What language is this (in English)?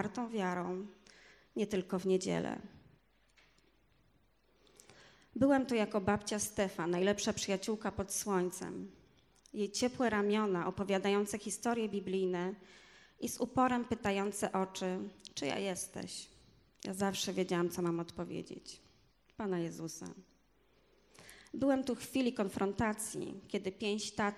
Polish